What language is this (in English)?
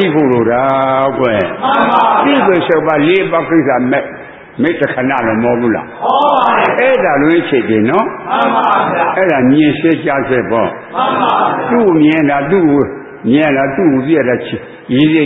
Burmese